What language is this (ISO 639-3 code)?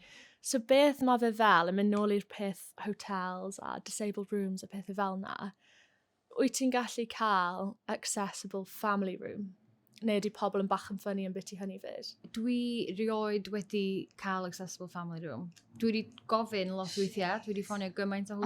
cym